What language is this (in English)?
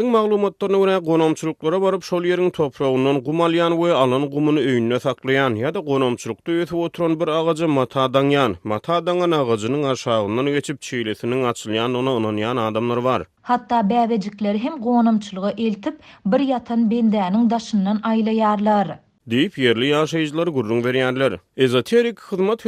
Turkmen